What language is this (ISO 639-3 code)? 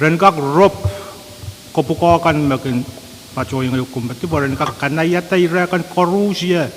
pon